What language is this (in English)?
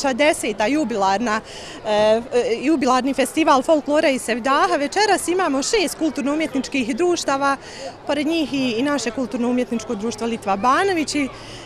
Bosnian